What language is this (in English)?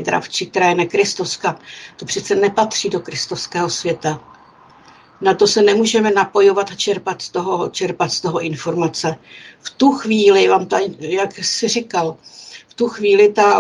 Czech